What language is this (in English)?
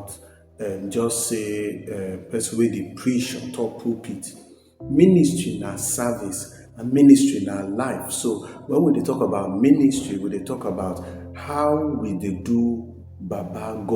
Nigerian Pidgin